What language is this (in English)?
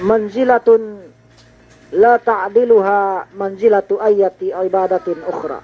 Yakan